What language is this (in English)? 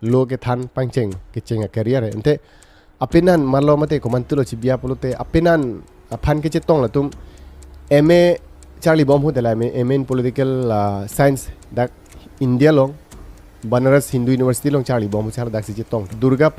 Karbi